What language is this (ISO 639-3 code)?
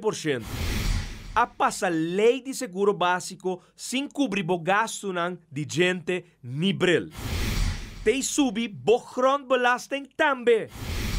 pap